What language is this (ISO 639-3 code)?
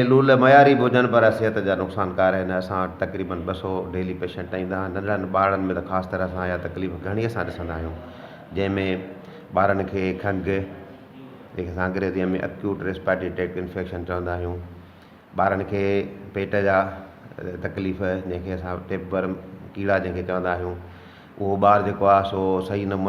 snd